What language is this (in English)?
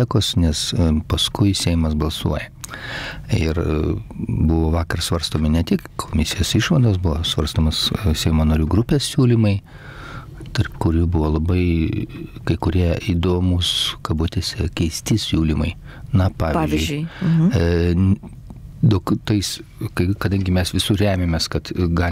Lithuanian